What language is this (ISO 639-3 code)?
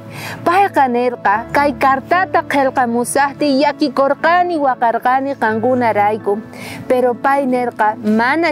quh